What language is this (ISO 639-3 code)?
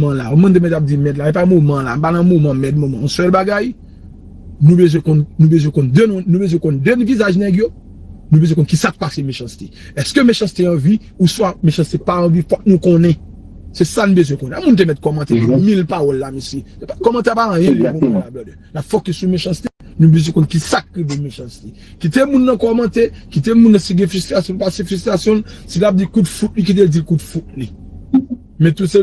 hat